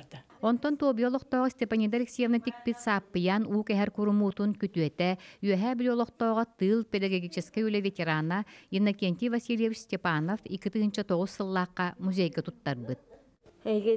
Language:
Yakut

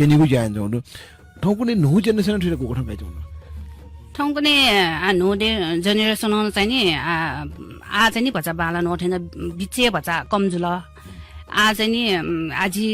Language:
Newari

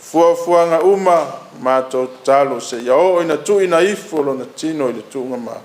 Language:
Samoan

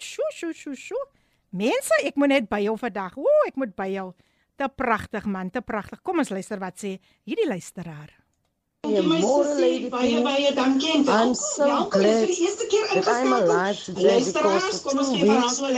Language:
Afrikaans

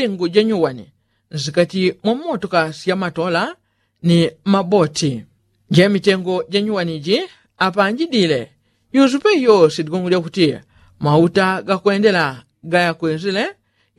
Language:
Yao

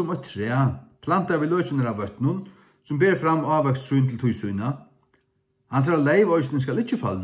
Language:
Faroese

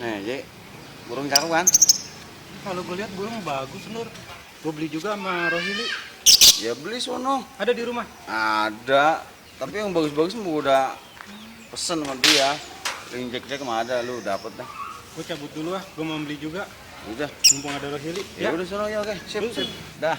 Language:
Betawi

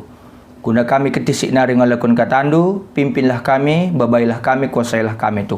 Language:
Batak Karo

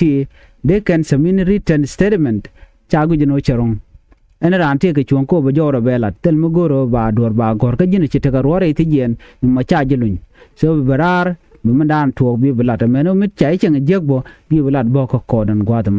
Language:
Nuer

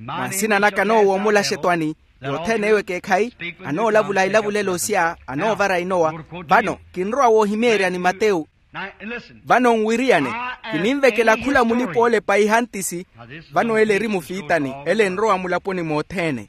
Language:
Makhuwa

